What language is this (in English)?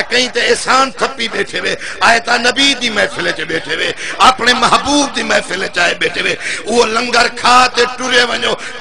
Saraiki